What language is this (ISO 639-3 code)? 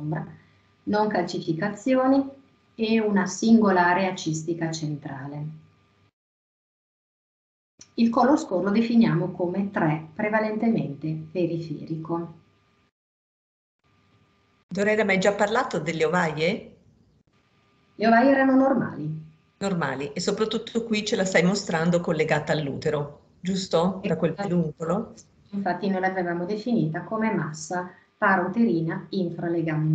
ita